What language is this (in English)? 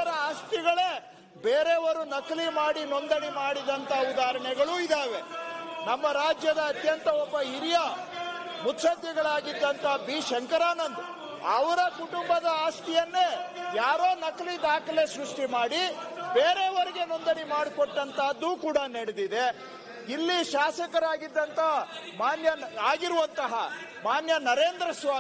Kannada